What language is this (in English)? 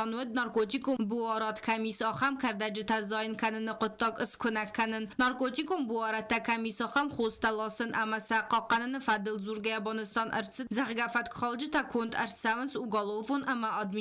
Ossetic